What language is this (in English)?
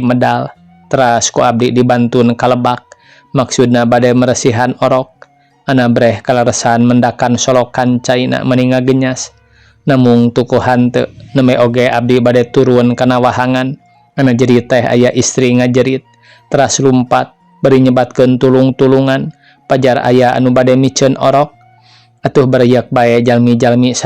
Sundanese